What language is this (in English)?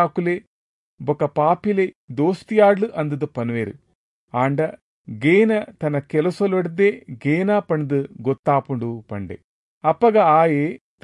Tulu